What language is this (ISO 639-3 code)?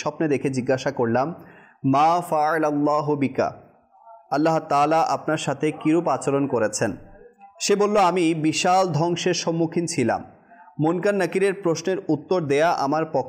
ben